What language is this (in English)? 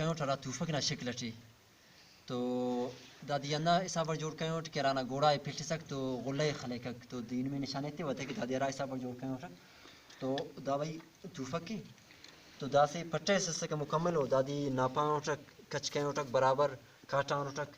Brahui